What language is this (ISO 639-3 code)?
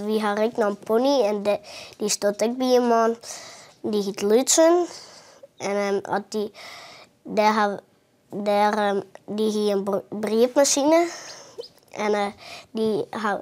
fry